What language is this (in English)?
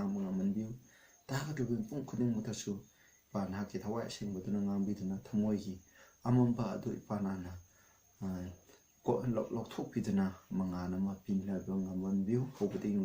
Manipuri